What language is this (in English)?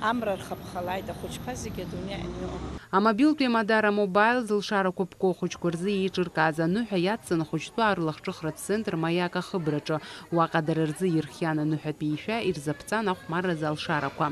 Abkhazian